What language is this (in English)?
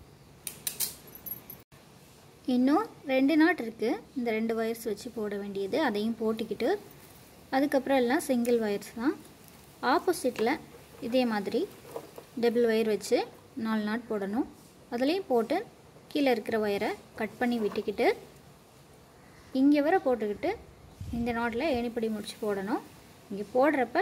Tamil